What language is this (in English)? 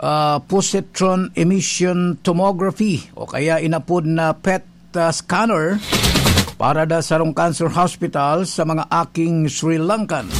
Bikol